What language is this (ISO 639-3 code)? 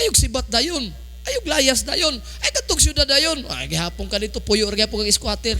ceb